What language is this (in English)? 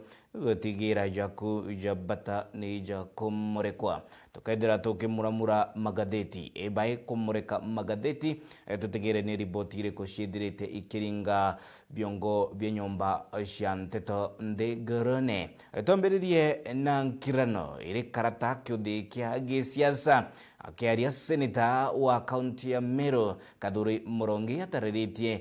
Meru